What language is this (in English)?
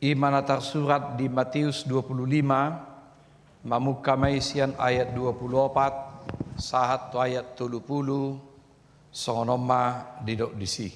Batak Toba